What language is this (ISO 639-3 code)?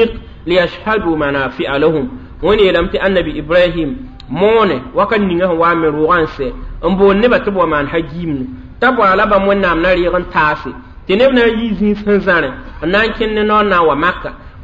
mos